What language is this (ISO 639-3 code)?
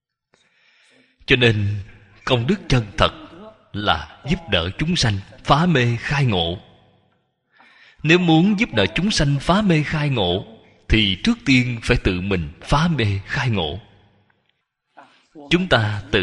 vie